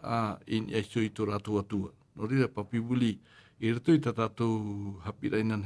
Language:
Tahitian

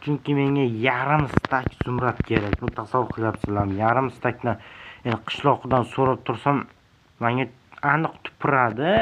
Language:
Uzbek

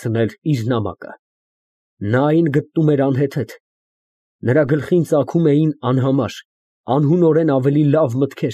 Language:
Armenian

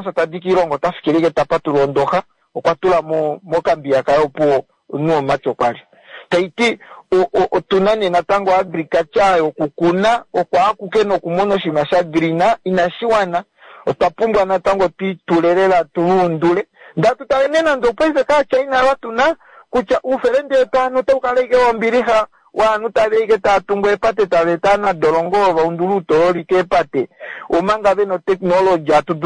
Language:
Kuanyama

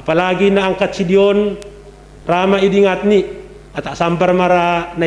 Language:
Batak Simalungun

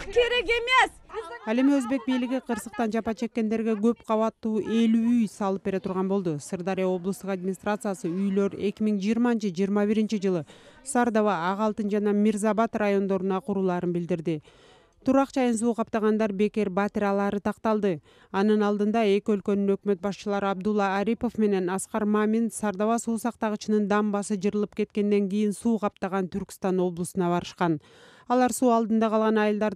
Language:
Kyrgyz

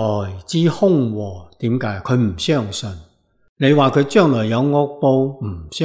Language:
Cantonese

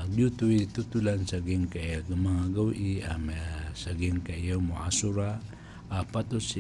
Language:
Maranao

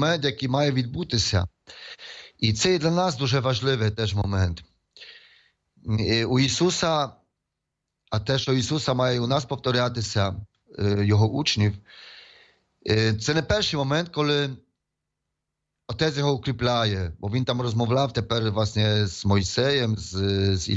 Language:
Ukrainian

